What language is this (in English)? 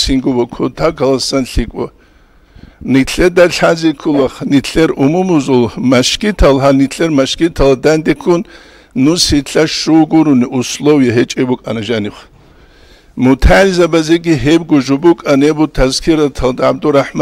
Avaric